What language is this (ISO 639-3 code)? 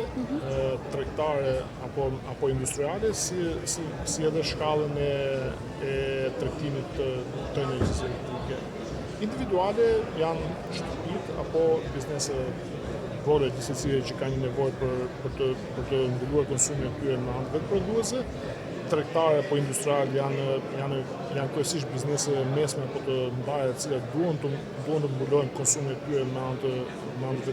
sqi